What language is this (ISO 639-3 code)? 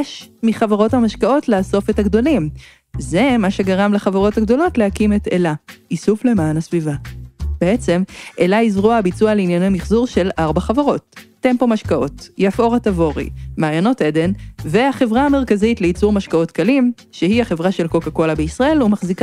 heb